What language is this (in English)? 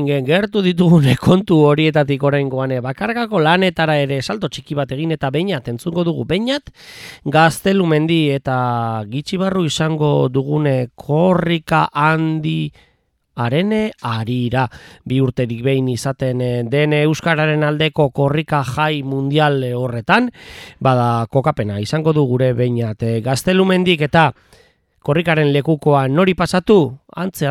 Basque